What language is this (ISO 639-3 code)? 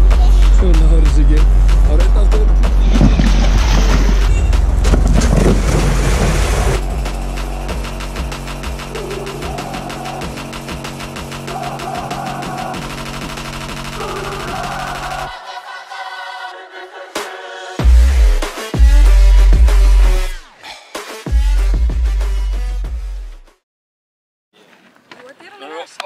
isl